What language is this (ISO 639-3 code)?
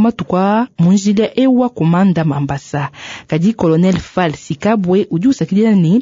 lua